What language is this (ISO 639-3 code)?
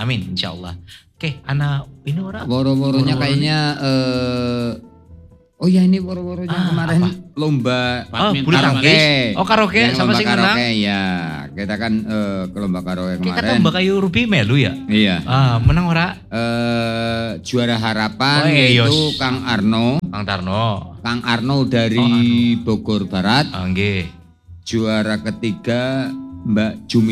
ind